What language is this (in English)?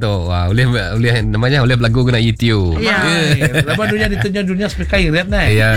Iban